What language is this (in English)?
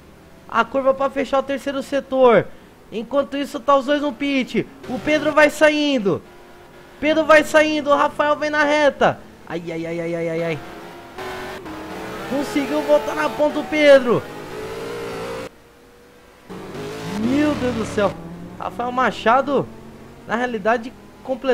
Portuguese